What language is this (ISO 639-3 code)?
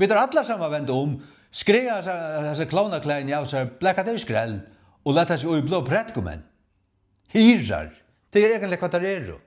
fao